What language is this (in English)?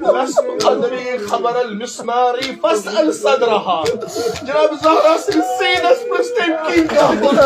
Kashmiri